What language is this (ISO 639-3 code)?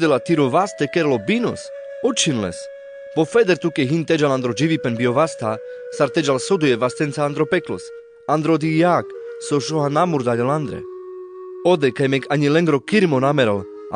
rmc